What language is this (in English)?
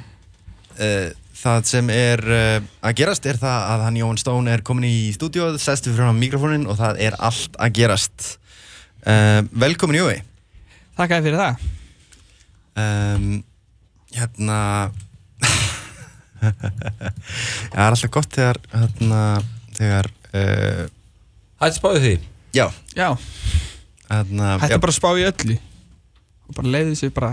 Icelandic